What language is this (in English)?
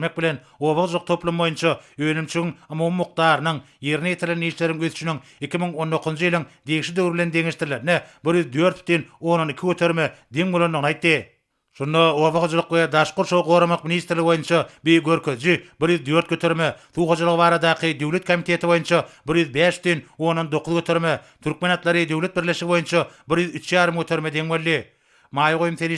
Turkmen